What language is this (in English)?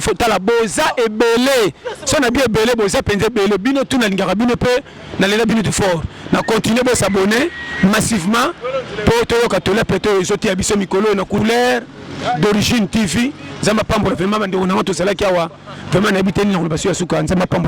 Lingala